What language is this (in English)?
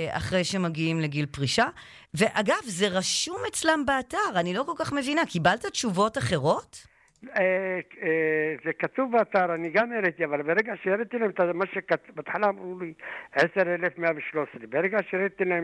Hebrew